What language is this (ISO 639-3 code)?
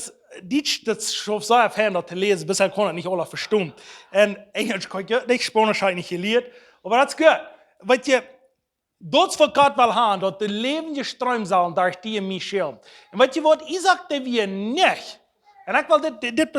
pdt